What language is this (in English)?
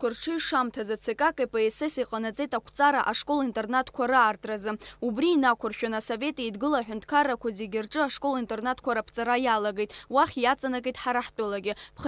Abkhazian